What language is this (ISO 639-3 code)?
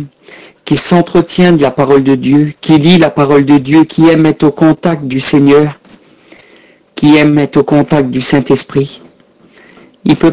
fra